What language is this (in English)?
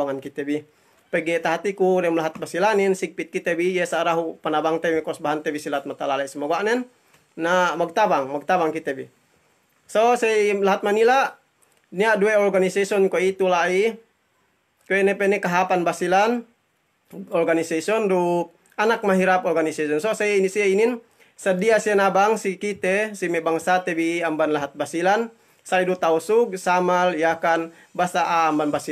Yakan